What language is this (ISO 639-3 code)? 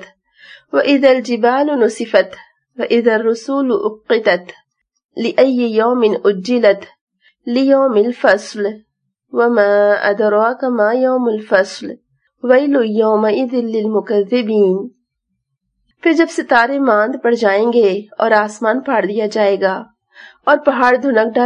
urd